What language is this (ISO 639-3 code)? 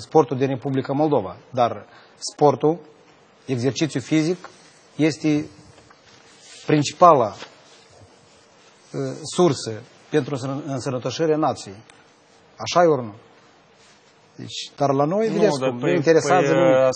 ron